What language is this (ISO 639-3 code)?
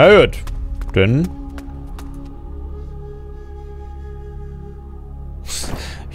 deu